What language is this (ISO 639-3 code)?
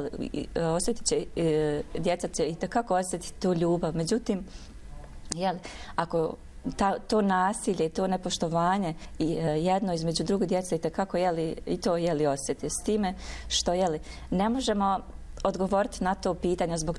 bos